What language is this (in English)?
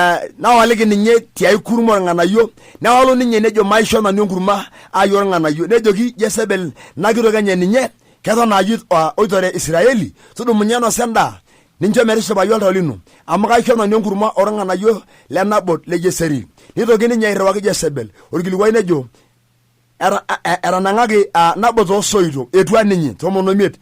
Masai